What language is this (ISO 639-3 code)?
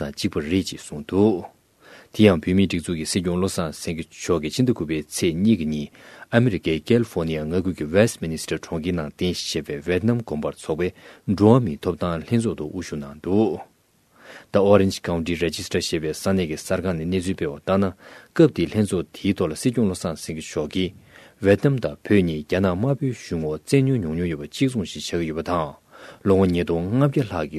bod